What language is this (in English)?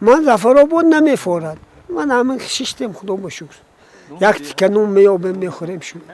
Tajik